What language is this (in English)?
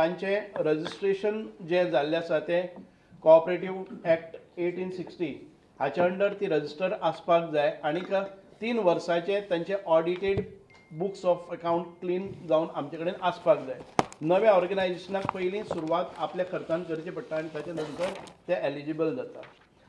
Konkani